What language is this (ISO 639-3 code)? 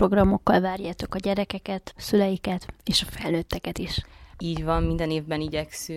hun